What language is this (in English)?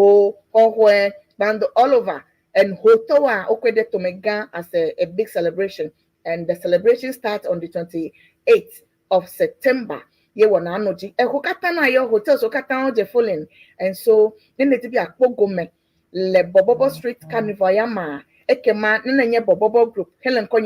Ewe